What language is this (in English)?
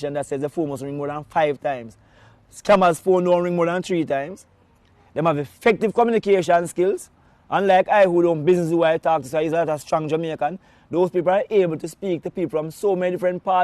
Jamaican Creole English